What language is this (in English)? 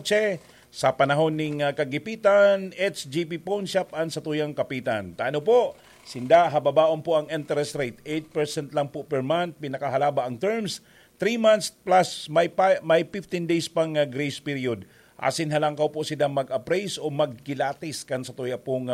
Bikol